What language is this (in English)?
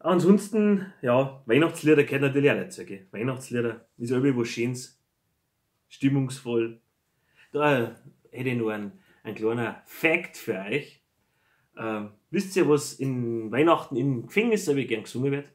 Bavarian